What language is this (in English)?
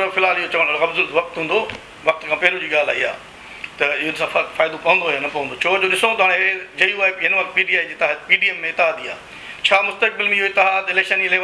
Sindhi